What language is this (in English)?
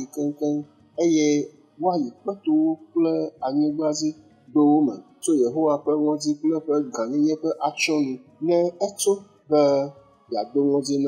Ewe